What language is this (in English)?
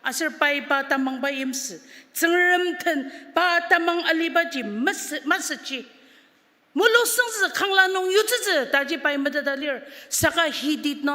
Ao Naga